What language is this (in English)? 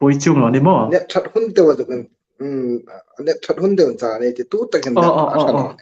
Hmar